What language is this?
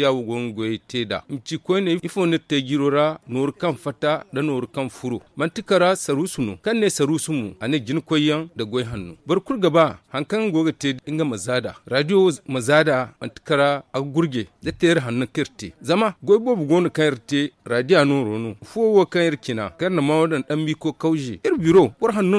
Zarma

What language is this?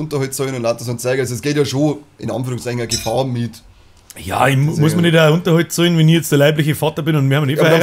Bavarian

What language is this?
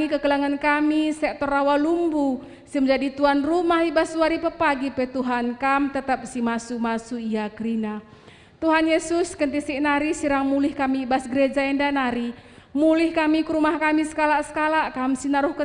Batak Karo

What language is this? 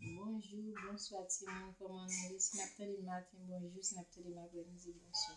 Haitian Creole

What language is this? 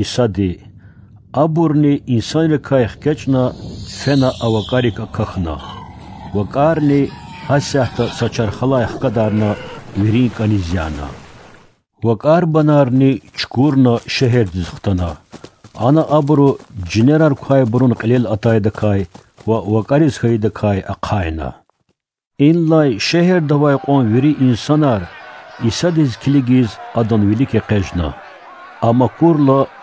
Lezghian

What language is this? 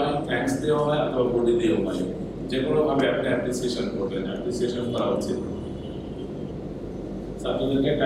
Bangla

